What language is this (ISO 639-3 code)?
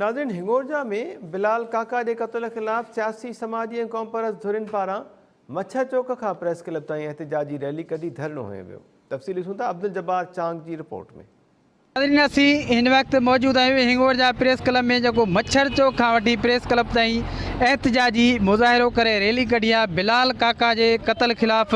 snd